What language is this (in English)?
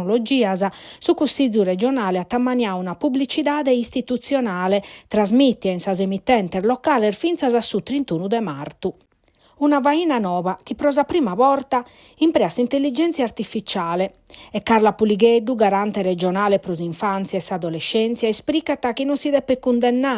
Sardinian